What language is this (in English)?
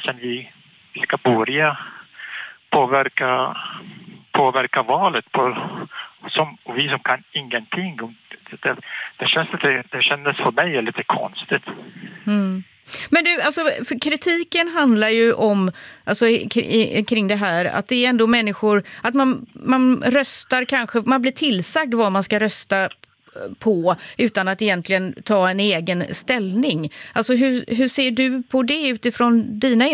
Swedish